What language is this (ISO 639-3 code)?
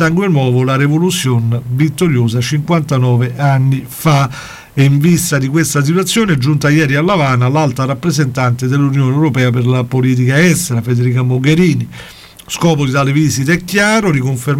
ita